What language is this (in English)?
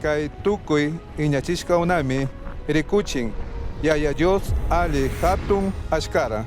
Chimborazo Highland Quichua